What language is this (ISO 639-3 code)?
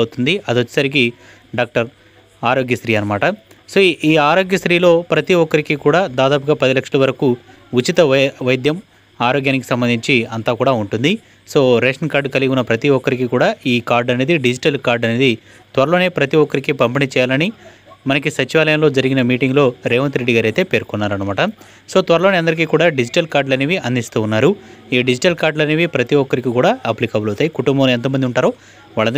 tel